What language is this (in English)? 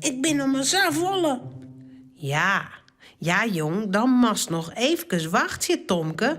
Western Frisian